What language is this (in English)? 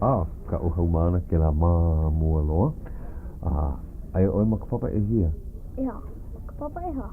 Hawaiian